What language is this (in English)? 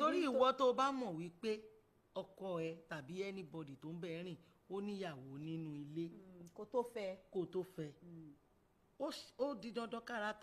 Yoruba